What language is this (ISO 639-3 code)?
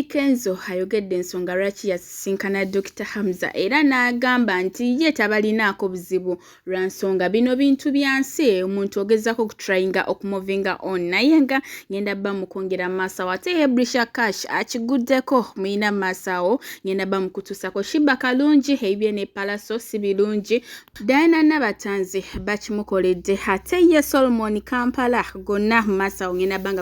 lug